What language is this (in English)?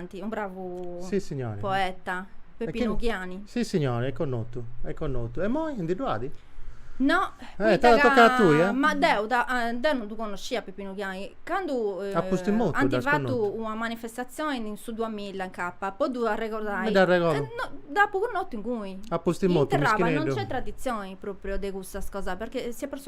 Sardinian